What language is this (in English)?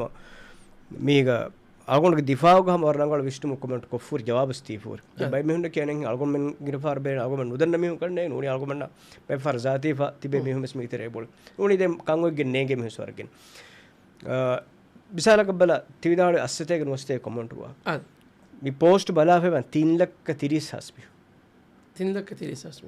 Divehi